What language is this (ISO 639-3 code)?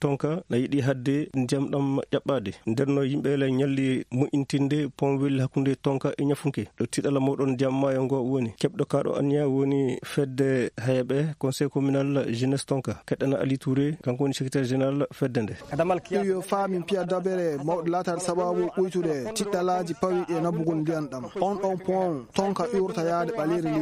ffm